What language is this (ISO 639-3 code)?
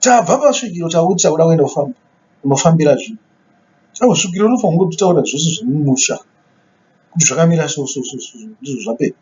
sna